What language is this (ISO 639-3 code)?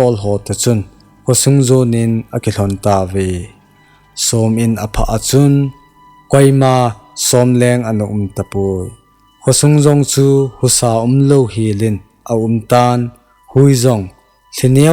tcz